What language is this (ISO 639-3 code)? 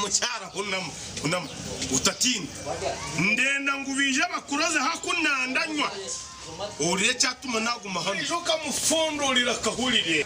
nyn